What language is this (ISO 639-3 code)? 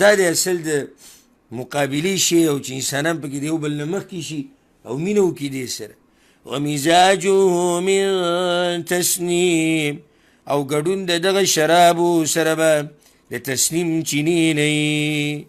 pus